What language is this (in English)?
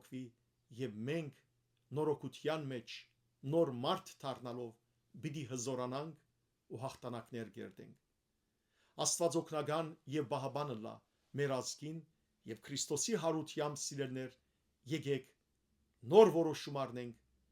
Western Armenian